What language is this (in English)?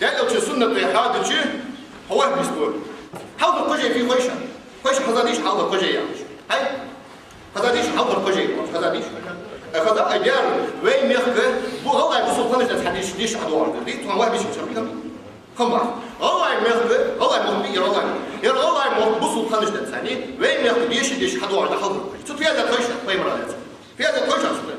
Ingush